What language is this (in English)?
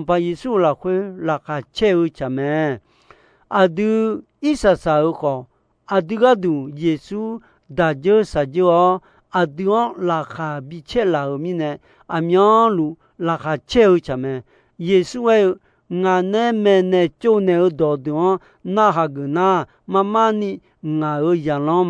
Akha